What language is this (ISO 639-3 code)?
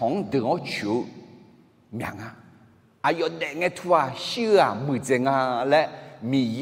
ahk